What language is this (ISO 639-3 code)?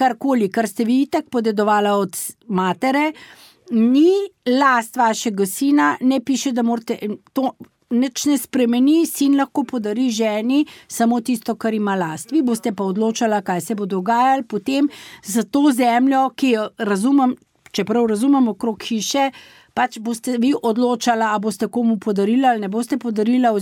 slv